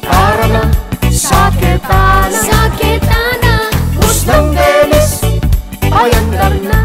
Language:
Pampanga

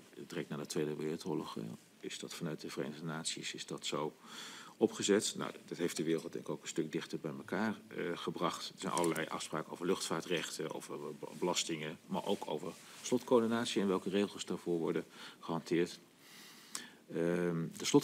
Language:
Dutch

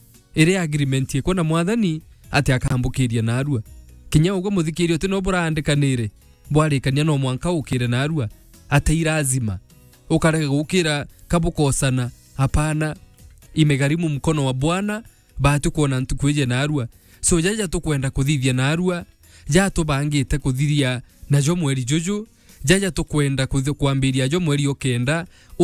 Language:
Meru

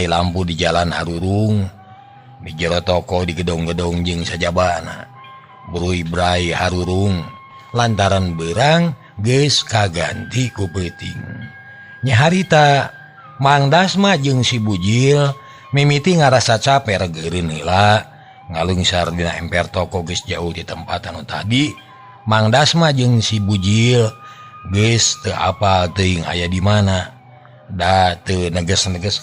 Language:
Sundanese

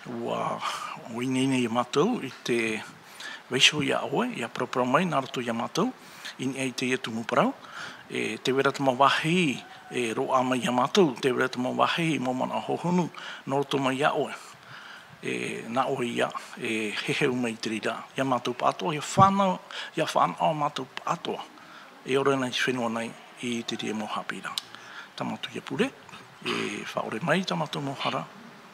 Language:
Tahitian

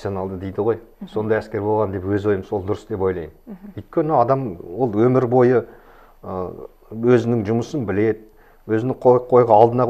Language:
Kazakh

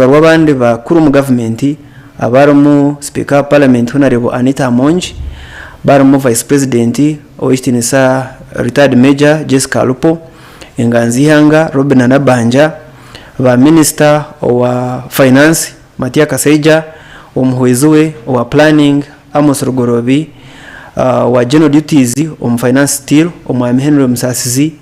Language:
Nyankole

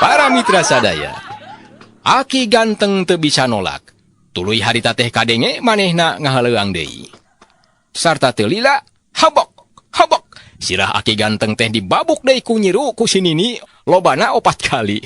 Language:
Sundanese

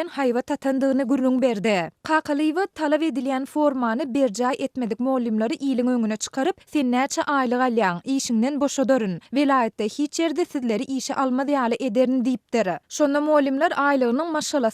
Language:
Turkmen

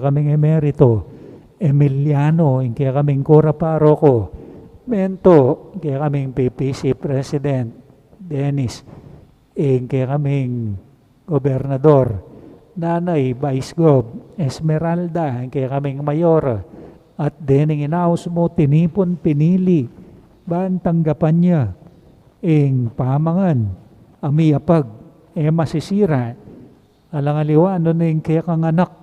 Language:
Pampanga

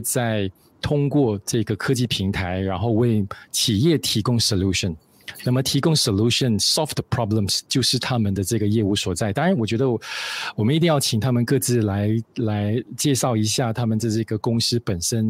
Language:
Chinese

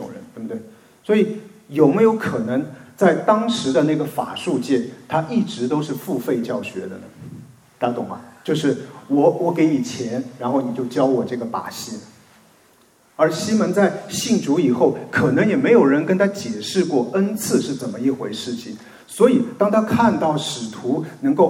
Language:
Chinese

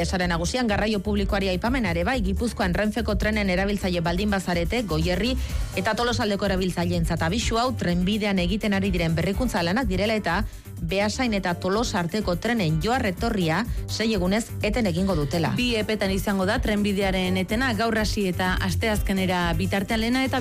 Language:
Basque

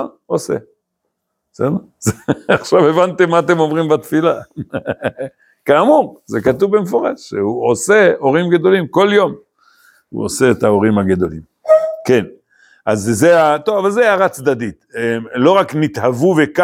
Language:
Hebrew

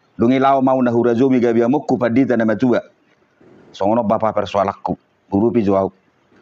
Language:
Batak Toba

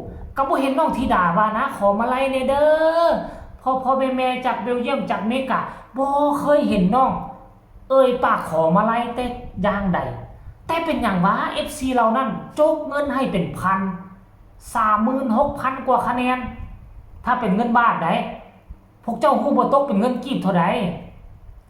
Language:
Northeastern Thai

